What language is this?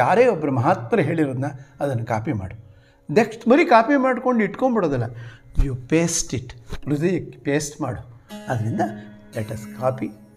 Kannada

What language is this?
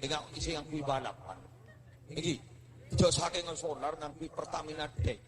Madurese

